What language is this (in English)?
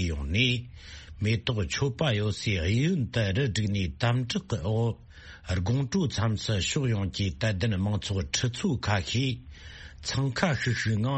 Tibetan